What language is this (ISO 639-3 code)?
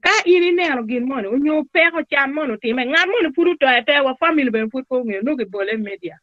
ach